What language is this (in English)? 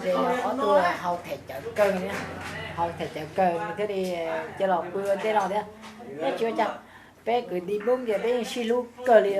Hmong